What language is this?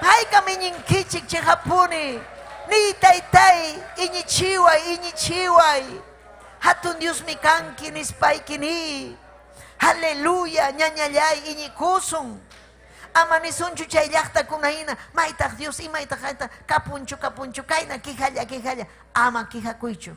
Ayacucho Quechua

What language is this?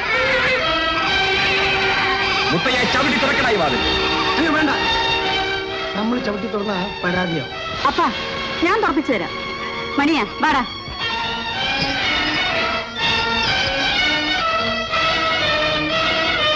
Malayalam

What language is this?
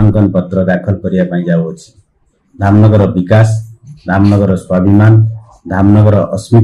Odia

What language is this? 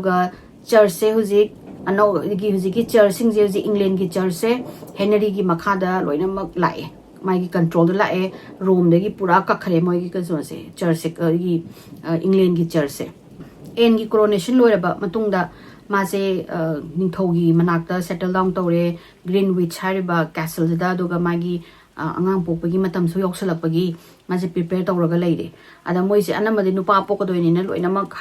Manipuri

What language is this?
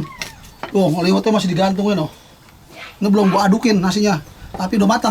Betawi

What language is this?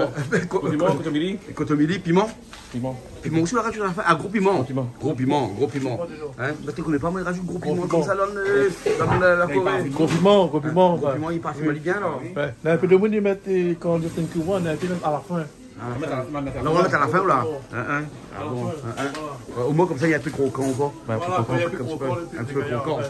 Réunion Creole French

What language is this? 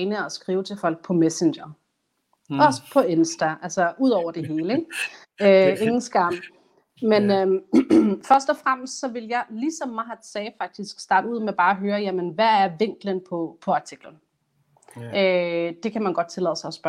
Danish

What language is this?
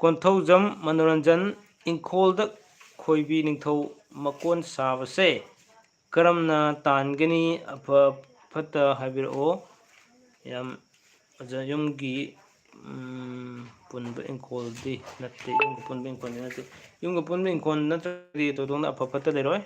Manipuri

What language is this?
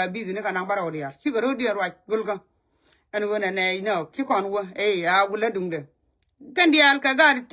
Nuer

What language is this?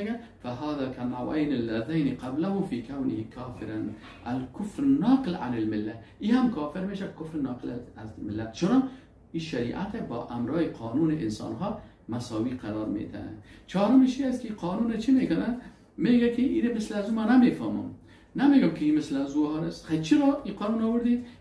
Persian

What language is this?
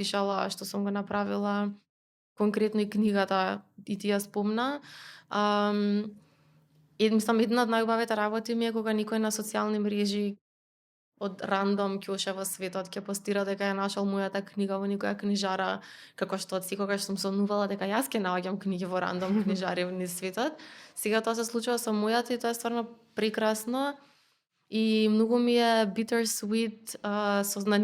Macedonian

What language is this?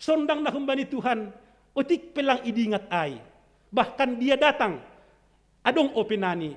Batak Simalungun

